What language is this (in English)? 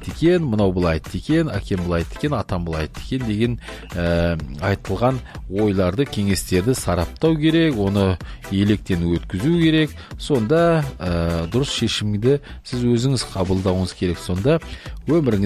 Kazakh